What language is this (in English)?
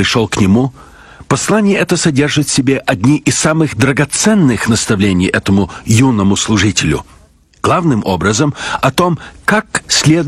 Russian